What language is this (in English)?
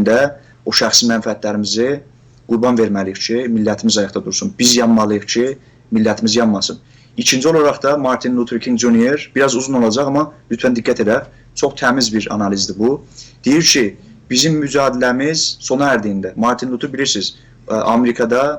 South Azerbaijani